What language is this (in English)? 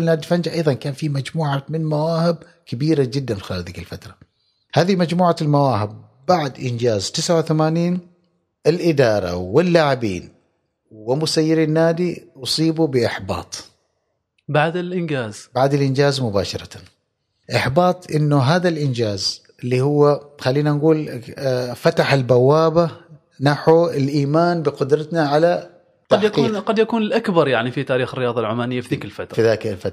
Gulf Arabic